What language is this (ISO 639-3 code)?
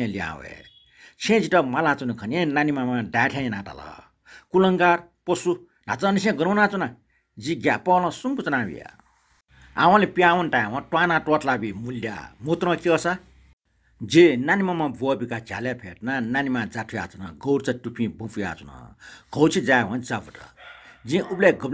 new